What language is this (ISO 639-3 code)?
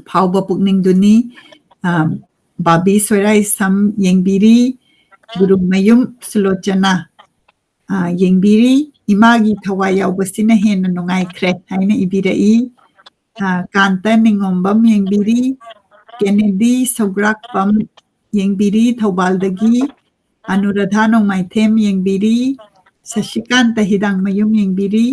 mni